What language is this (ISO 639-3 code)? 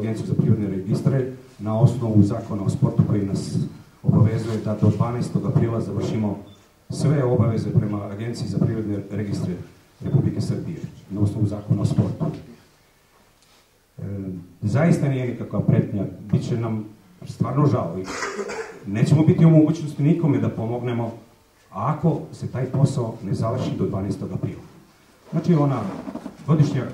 srp